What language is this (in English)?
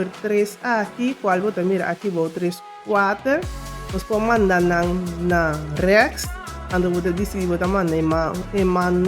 Papiamento